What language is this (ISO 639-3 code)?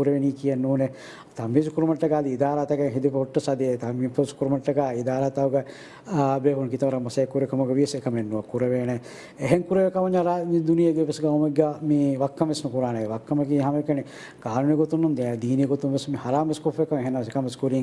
div